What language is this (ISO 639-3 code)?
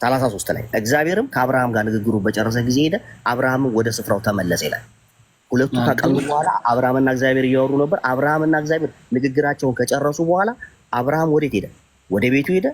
amh